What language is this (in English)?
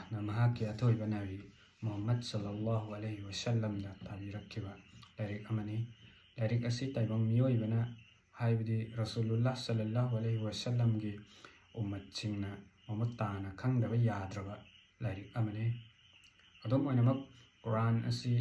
Manipuri